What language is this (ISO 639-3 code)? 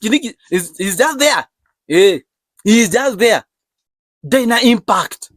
kik